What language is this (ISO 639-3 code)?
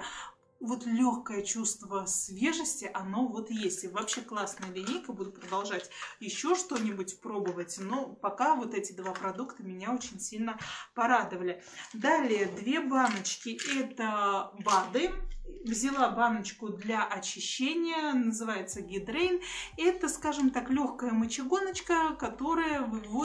rus